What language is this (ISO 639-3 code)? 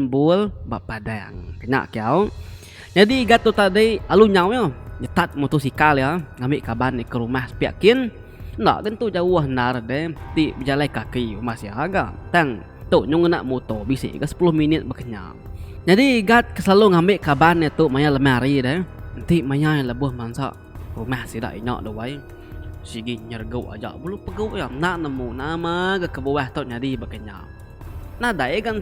iba